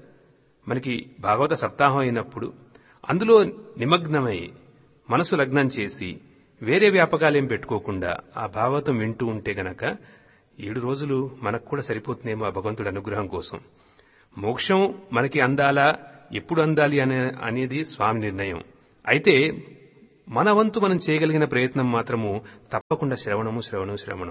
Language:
Telugu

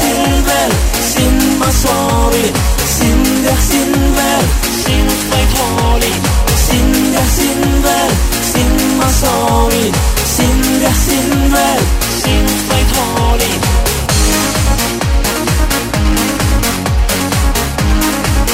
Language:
Estonian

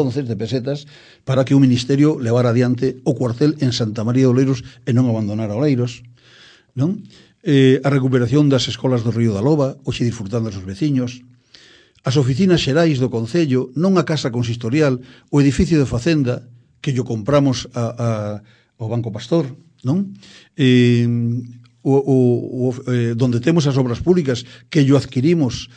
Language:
Galician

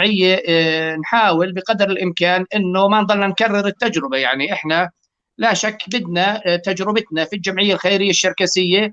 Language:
North Levantine Arabic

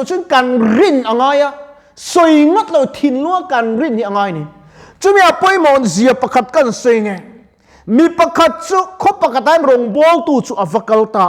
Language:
Mizo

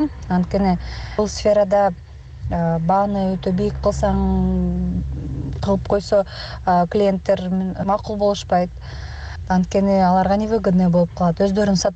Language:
Kyrgyz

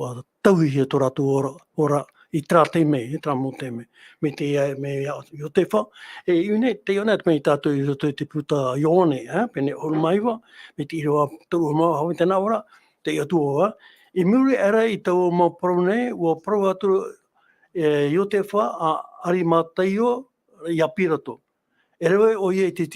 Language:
Tahitian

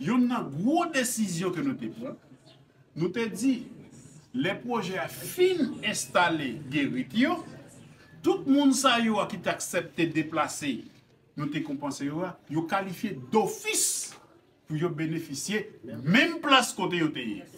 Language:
Haitian Creole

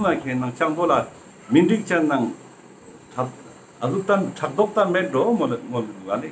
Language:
Ladakhi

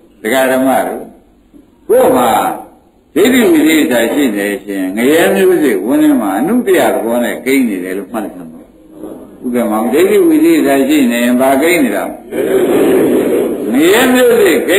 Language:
Burmese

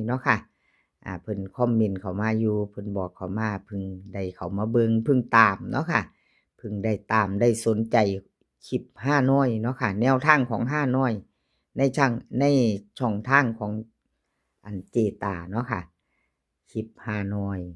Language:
Northeastern Thai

